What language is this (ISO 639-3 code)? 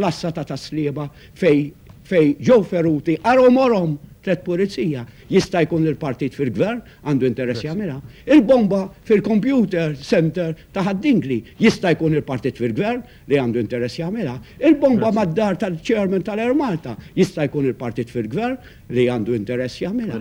mlt